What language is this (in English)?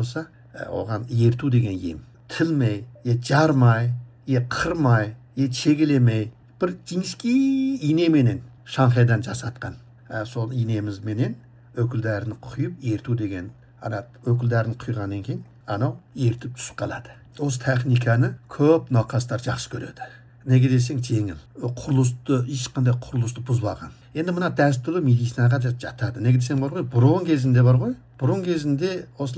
Kazakh